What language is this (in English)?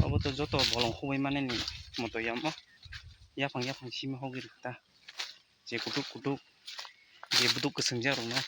Kok Borok